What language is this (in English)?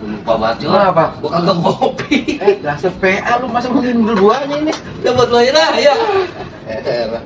Betawi